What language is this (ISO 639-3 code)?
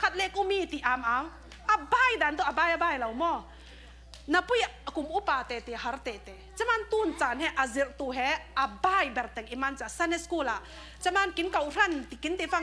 cfm